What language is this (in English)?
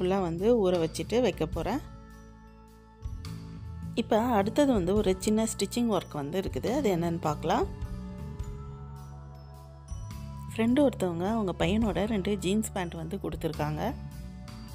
Tamil